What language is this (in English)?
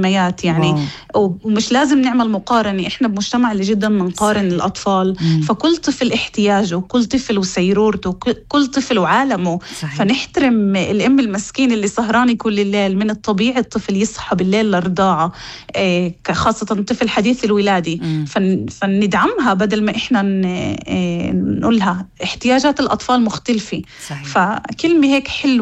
North Levantine Arabic